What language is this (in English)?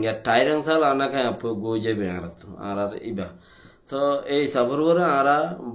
Rohingya